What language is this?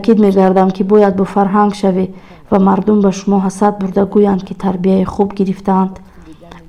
Tajik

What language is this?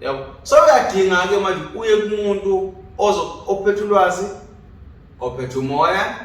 Zulu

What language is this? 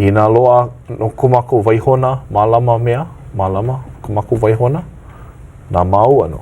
Hawaiian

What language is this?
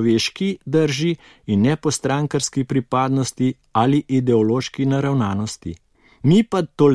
Slovenian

